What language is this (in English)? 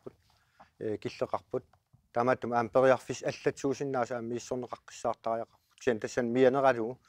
Kalaallisut